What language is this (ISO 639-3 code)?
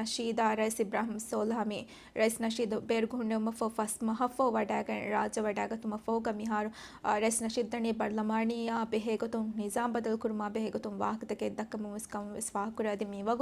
div